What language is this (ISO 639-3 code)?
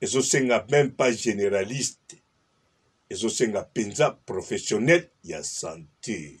lin